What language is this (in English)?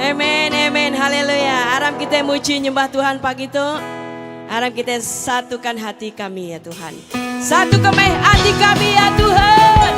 Iban